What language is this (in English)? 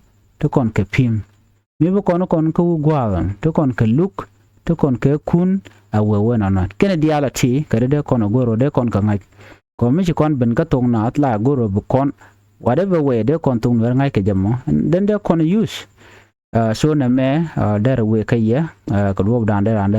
Nuer